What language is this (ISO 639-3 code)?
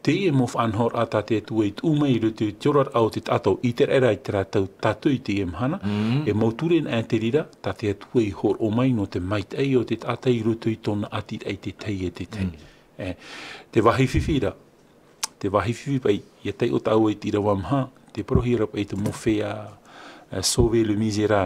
tah